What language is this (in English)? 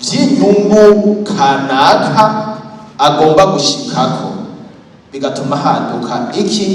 Rundi